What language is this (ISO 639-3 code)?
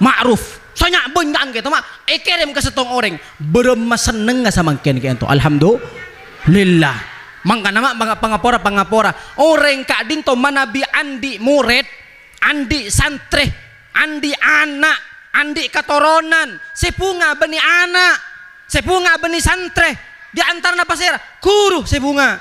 mad